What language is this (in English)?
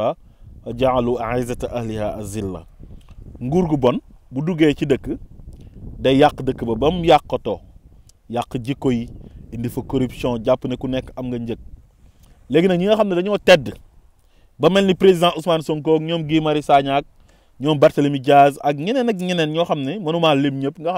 Wolof